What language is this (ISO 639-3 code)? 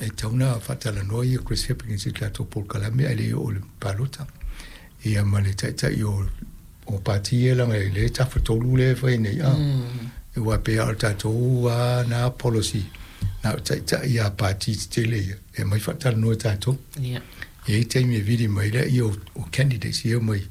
smo